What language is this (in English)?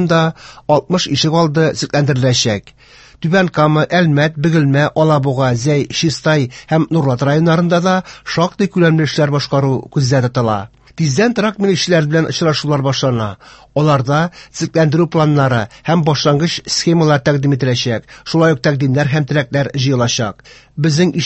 Tatar